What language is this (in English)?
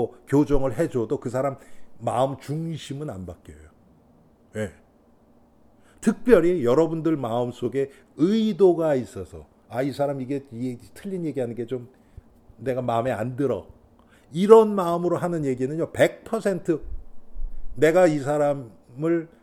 Korean